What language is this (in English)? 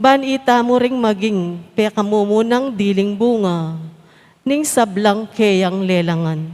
Pampanga